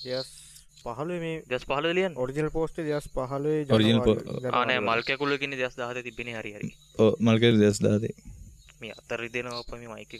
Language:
Sinhala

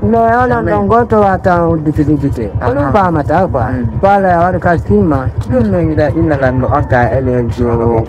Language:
Fula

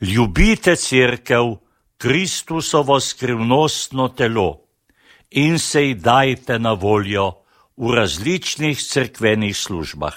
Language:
Slovenian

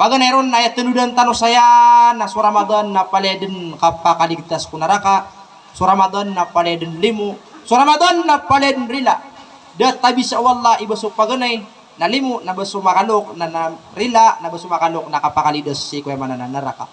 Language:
Maranao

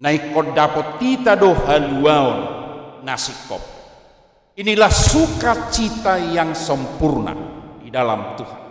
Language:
Batak Toba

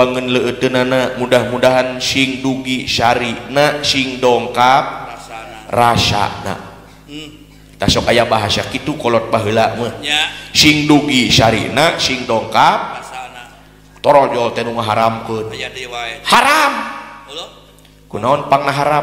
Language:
Sundanese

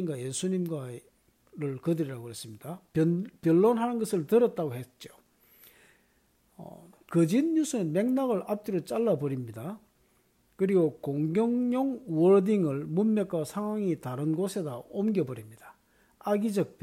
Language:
Korean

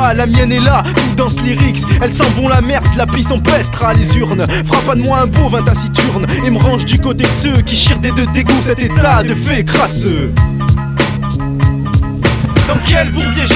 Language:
French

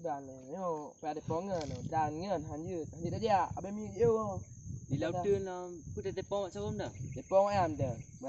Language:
Achinese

